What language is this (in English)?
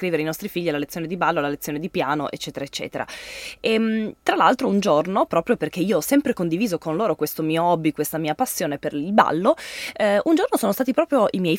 Italian